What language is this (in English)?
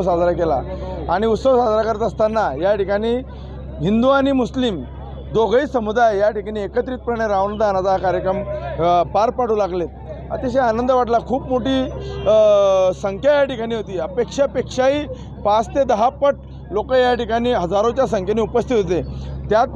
Marathi